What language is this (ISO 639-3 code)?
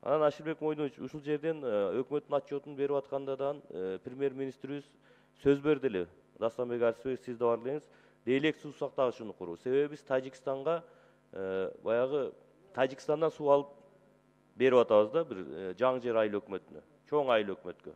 kir